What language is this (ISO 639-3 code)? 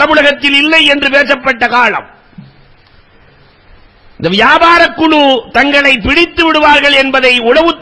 tam